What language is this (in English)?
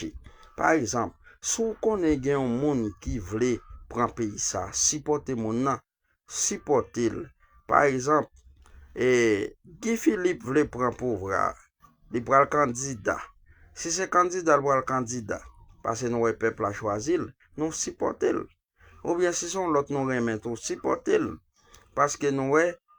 Haitian Creole